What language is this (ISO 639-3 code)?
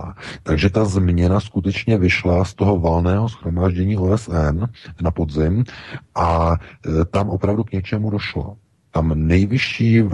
ces